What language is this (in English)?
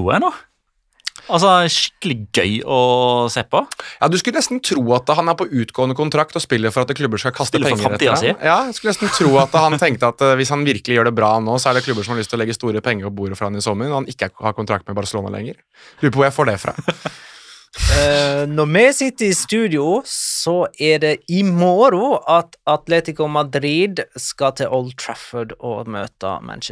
Norwegian